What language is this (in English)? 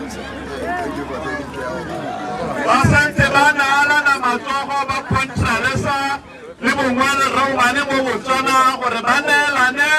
Tswana